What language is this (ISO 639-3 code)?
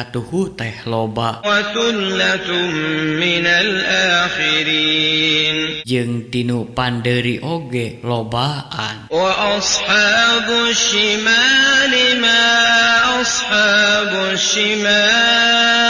sun